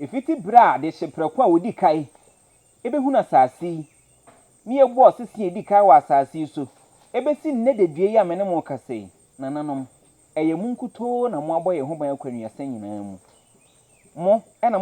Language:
Akan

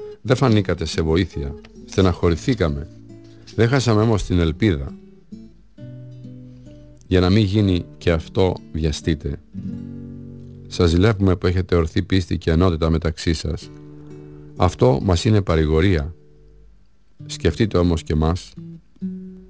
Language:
Greek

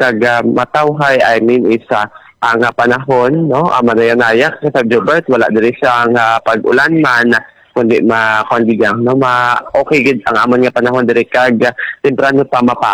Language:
Hiligaynon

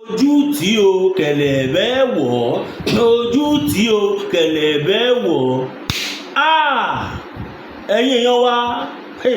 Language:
Yoruba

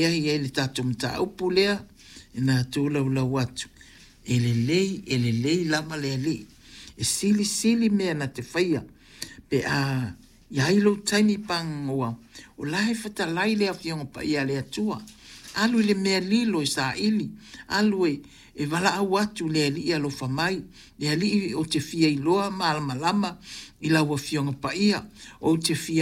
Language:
Samoan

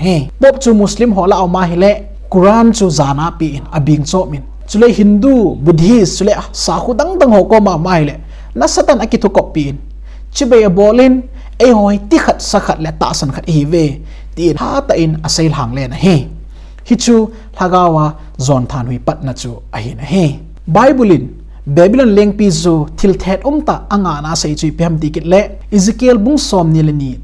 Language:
Thado Chin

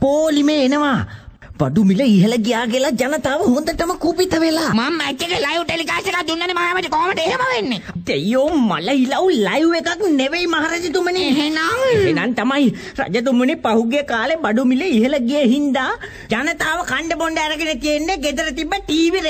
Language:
Sinhala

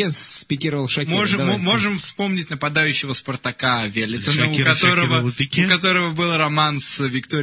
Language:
Russian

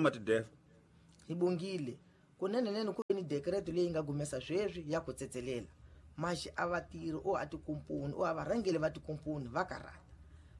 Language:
Tsonga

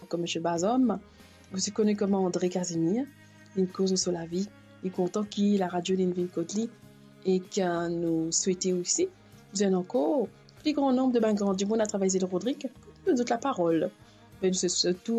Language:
Morisyen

